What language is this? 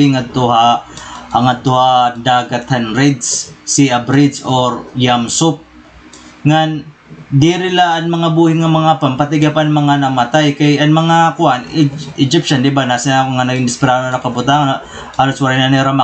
Waray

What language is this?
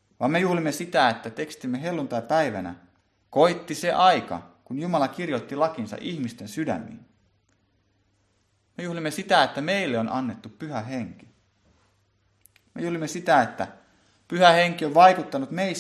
Finnish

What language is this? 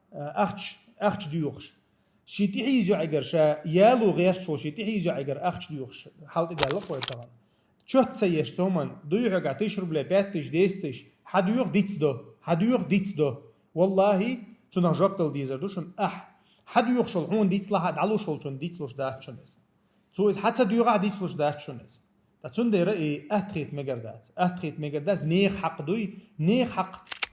Chechen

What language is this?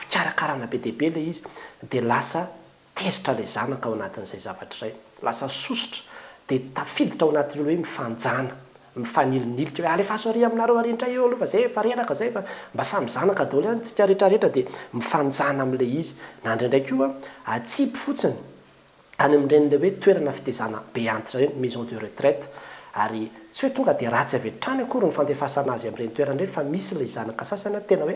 Malagasy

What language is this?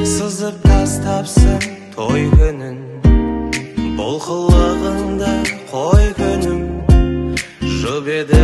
Kazakh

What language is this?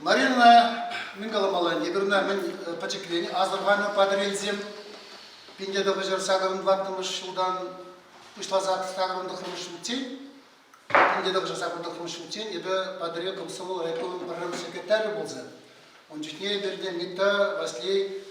Chuvash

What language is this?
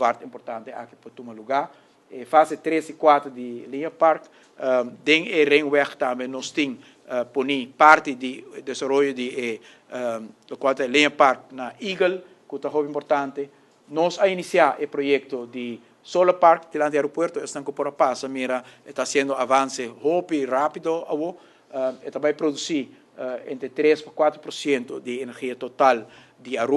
Papiamento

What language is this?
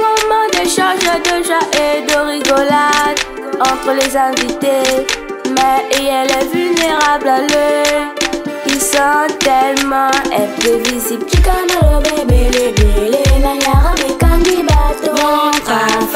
French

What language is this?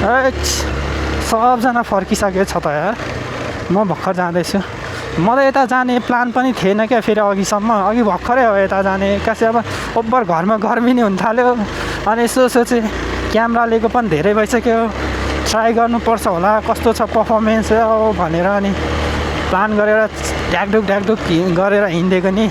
Nepali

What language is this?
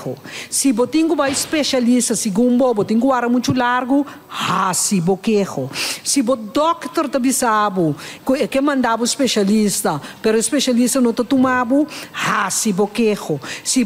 Papiamento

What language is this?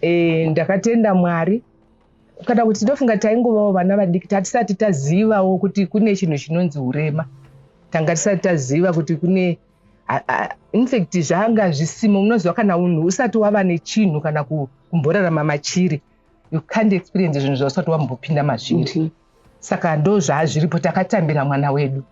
Shona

